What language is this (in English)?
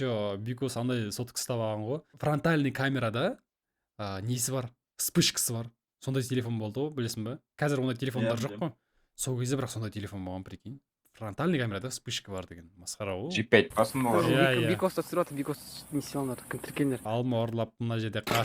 Kazakh